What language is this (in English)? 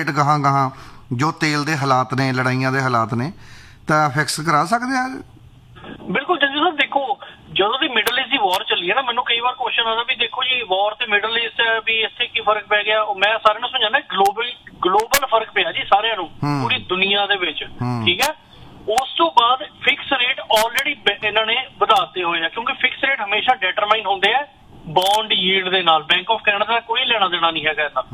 Punjabi